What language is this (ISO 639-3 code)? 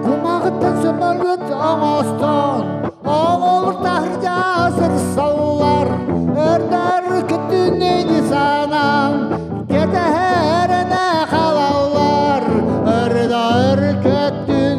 sah